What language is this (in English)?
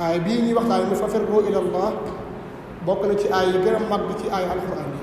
Wolof